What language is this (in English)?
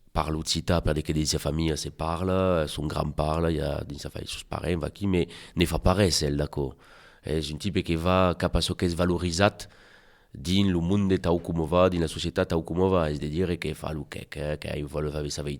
Occitan